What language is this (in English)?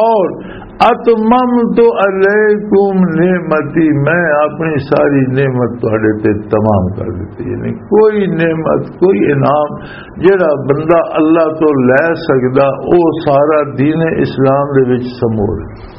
Western Panjabi